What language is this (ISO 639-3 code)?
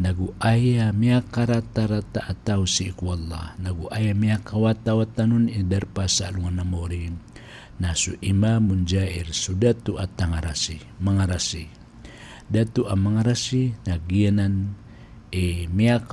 mrw